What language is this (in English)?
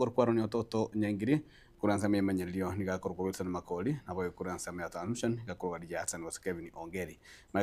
Gusii